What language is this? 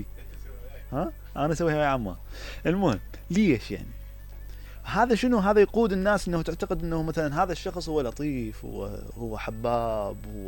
Mesopotamian Arabic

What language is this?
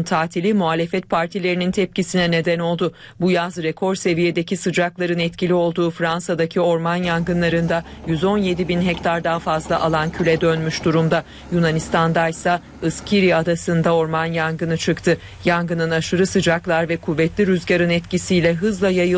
Turkish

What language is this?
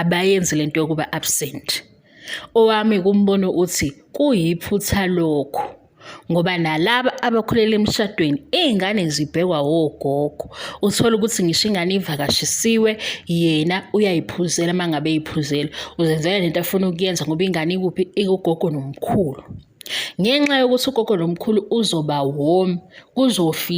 Zulu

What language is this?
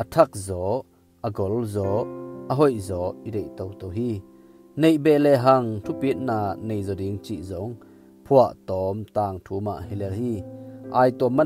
Tedim Chin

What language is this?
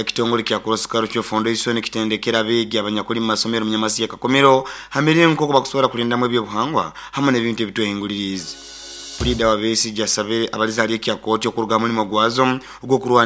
Nyoro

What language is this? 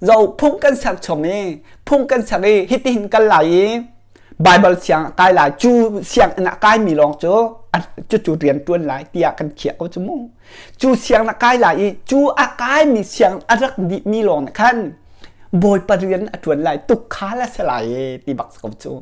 Hakha Chin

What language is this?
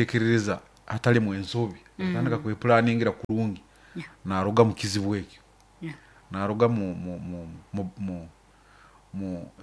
Nyoro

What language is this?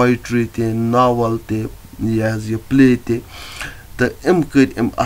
Kashmiri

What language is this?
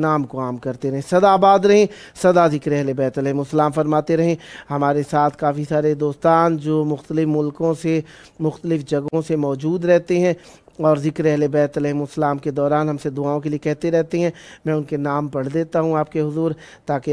Urdu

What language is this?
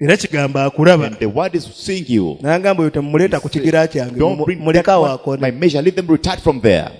Ganda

